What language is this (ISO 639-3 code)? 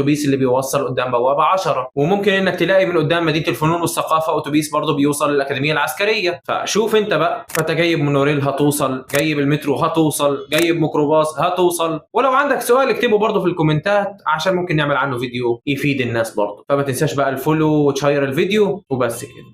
arz